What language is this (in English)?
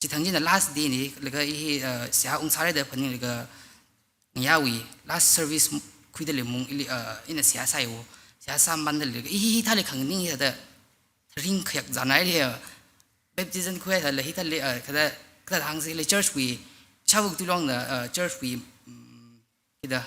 Tangkhul Naga (India)